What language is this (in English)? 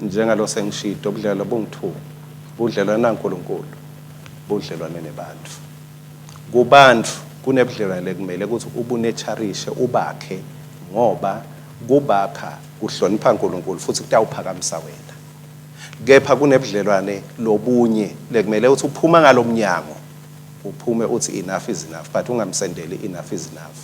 Swati